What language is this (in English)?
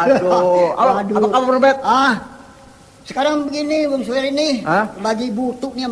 Betawi